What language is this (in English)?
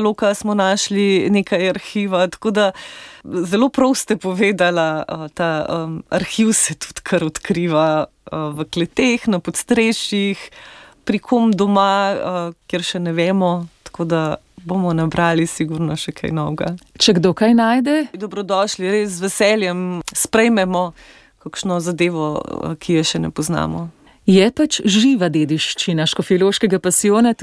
Slovenian